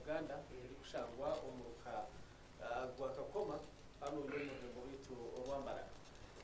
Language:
Nyankole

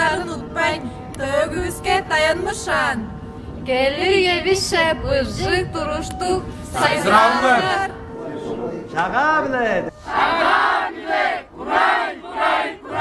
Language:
Tuvinian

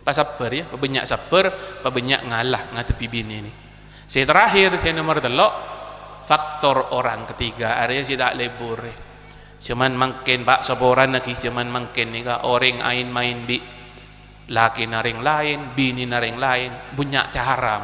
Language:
Madurese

